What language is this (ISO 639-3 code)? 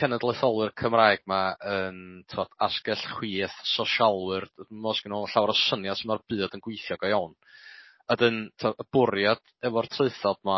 cym